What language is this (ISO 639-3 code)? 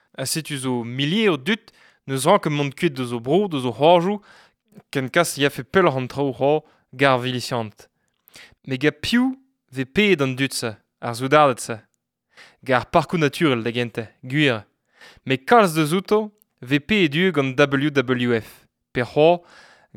bre